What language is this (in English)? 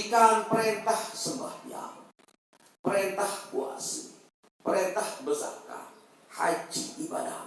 Sasak